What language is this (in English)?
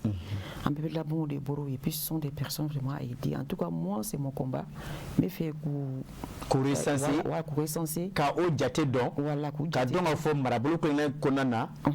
Bambara